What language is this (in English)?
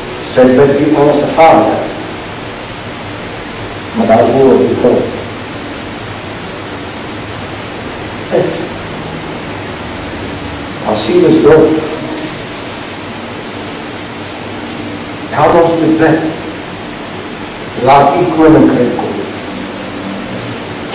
Afrikaans